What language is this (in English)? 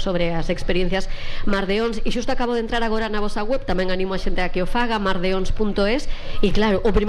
Galician